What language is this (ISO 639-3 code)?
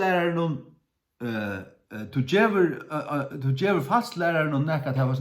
fao